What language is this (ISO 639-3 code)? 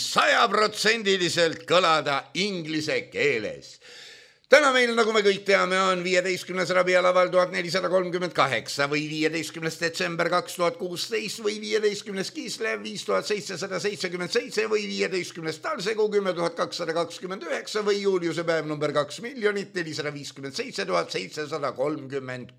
est